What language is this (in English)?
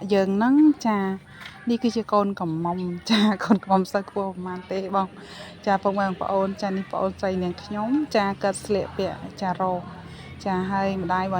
Khmer